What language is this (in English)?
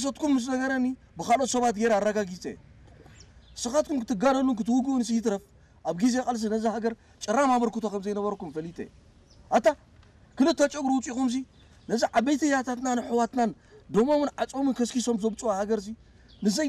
Tigrinya